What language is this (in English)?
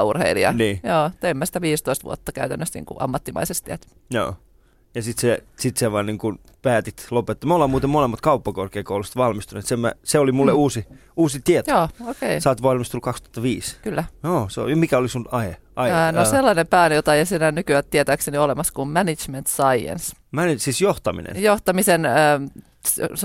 Finnish